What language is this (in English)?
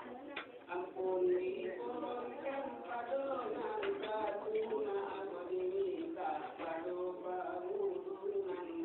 Minangkabau